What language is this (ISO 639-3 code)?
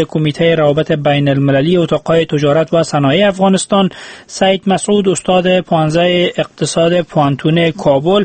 fas